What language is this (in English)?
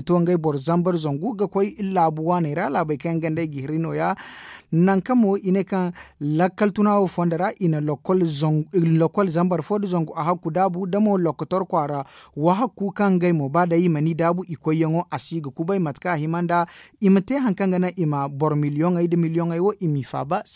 Zarma